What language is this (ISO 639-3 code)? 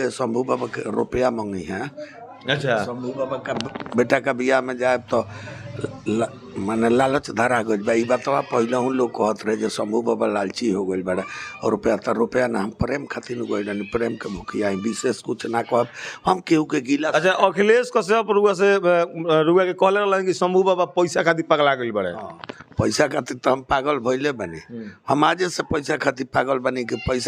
bho